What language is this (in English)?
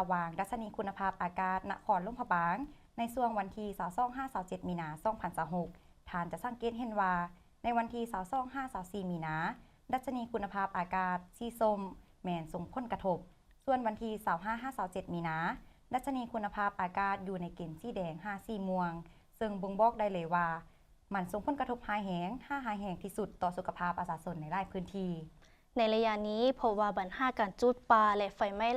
Lao